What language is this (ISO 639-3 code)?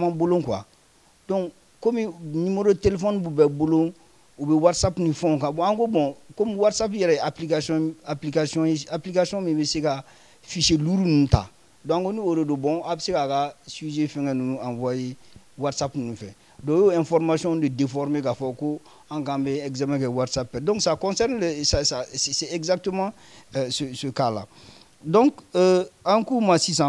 bam